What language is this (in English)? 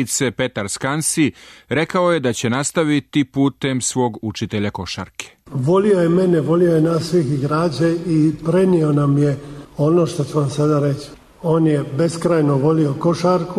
Serbian